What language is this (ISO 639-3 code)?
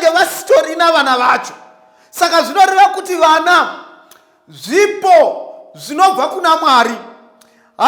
sna